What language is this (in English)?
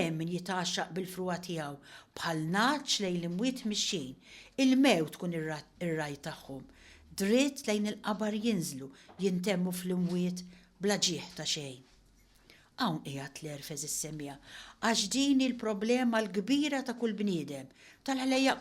Maltese